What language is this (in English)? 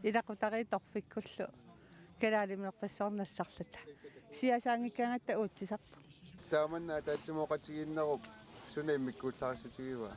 Kalaallisut